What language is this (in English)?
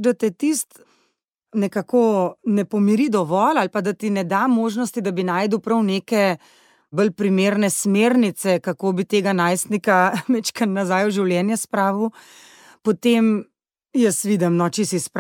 Slovenian